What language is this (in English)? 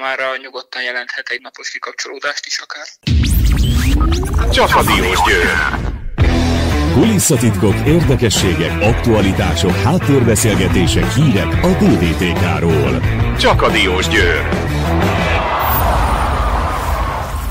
Hungarian